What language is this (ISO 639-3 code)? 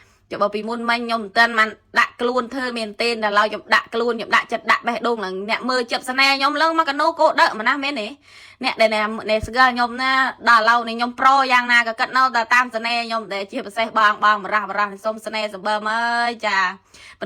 khm